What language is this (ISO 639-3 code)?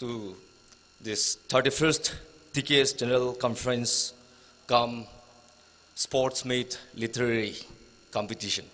nmf